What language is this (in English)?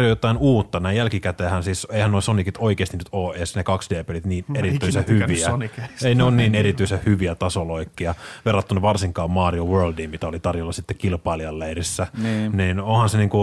Finnish